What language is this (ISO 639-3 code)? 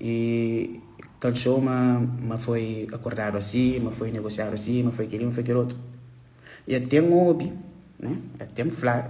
kea